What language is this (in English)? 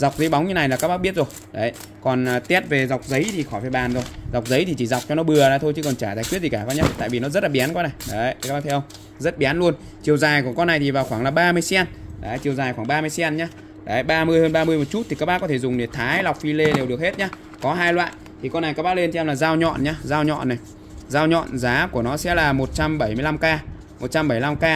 Vietnamese